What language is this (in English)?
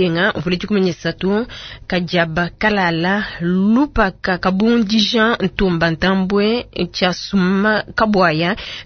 Luba-Lulua